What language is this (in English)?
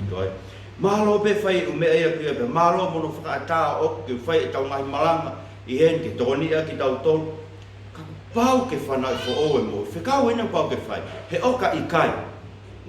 Tongan